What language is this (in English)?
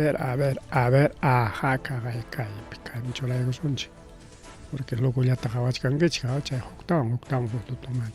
Ayacucho Quechua